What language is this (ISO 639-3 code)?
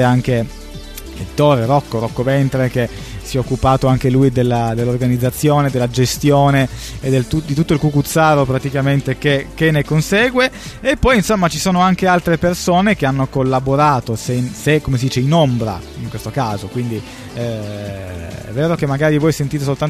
ita